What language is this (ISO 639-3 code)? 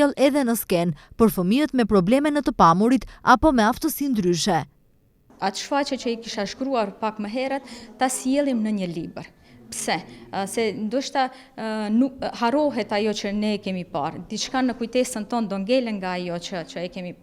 sqi